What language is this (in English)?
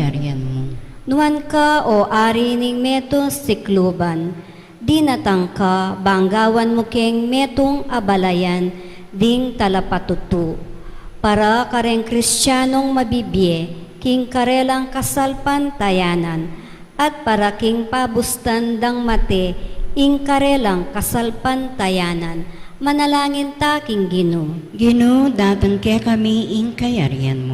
Pampanga